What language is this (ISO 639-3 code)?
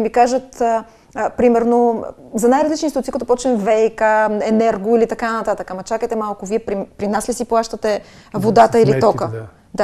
bul